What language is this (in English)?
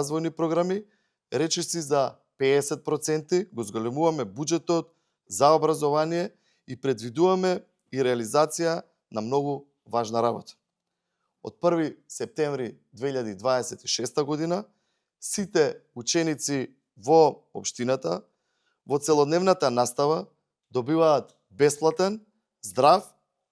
Macedonian